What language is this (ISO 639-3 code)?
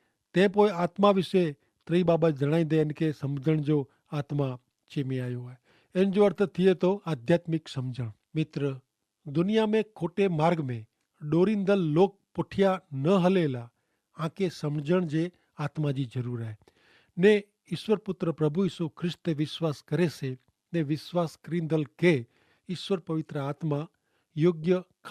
kfr